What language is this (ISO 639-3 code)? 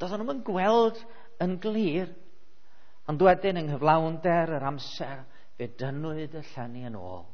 cym